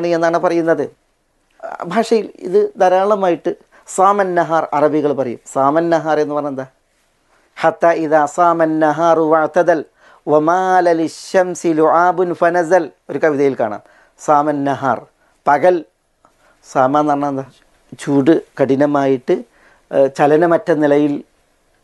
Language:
Malayalam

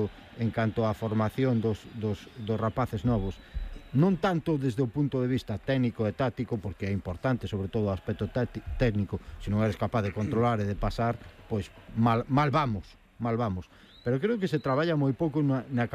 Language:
Galician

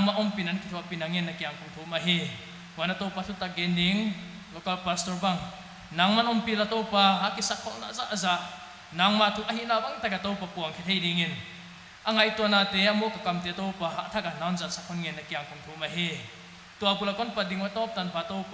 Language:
Paite Chin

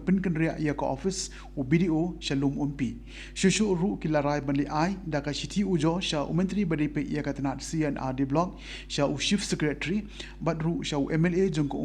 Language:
Khasi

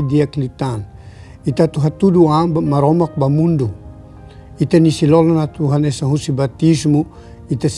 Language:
Tetum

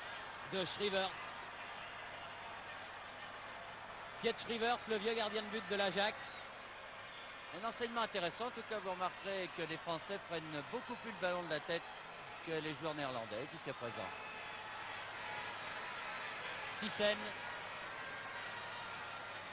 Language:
French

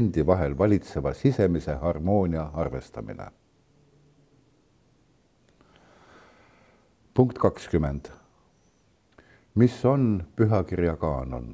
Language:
Estonian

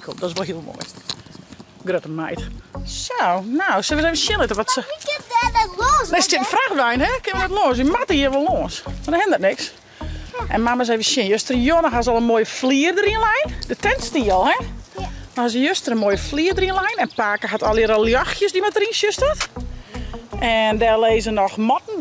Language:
Western Frisian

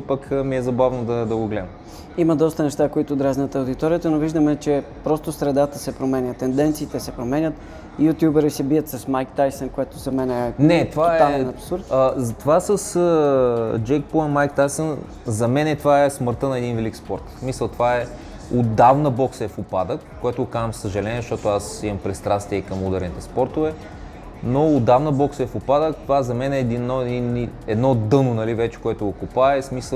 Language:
Bulgarian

